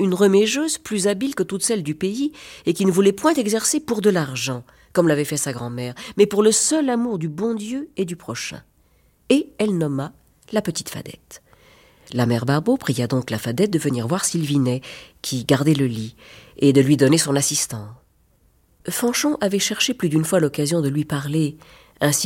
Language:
French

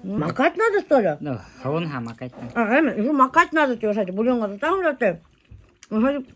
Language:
Bashkir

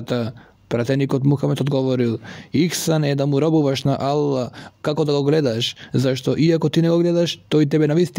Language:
Macedonian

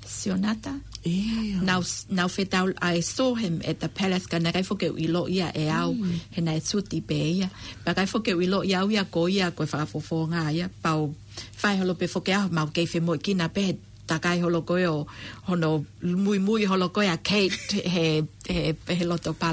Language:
Tongan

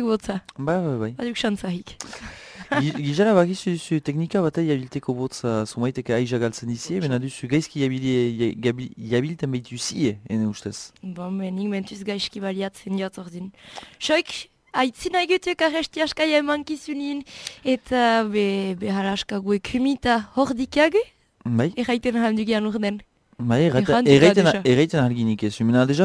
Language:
Basque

